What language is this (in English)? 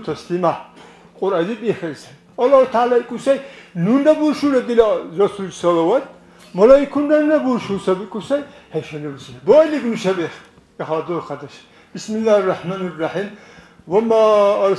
Dargwa